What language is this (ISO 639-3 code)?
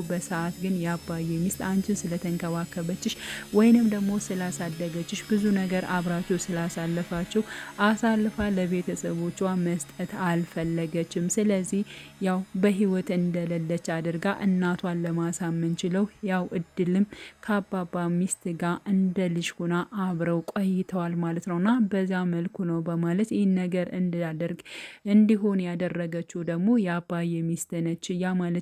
amh